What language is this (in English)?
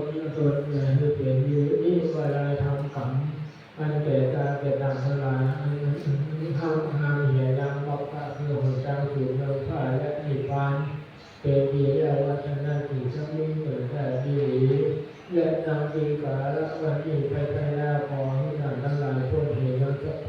Pali